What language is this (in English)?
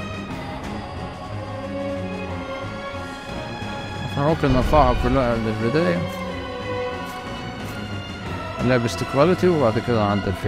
Egyptian Arabic